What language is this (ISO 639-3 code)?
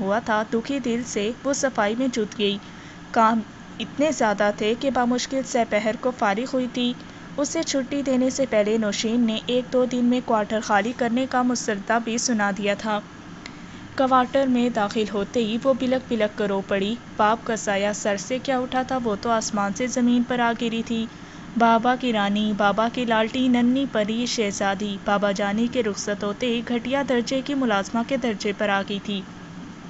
urd